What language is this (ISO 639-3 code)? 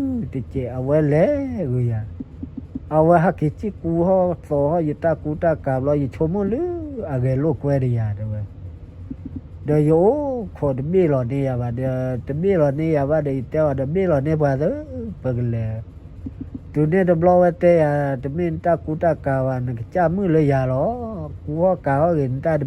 ksw